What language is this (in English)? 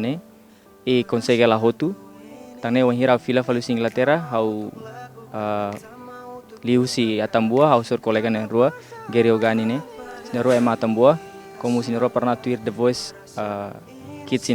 Tetum